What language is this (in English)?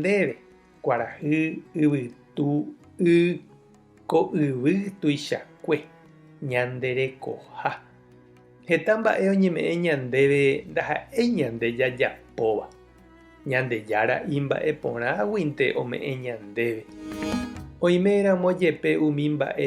Guarani